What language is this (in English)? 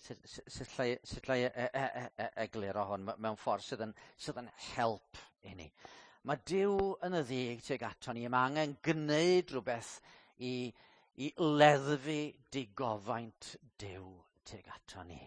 Welsh